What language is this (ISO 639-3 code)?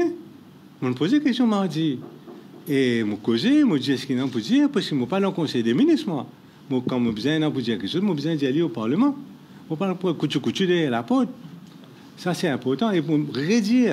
mfe